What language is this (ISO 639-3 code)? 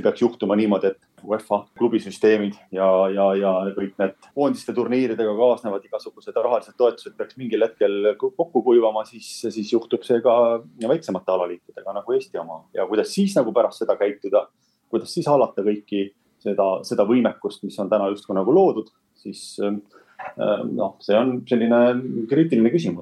est